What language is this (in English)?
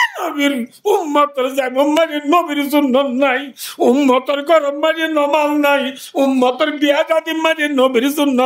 Rohingya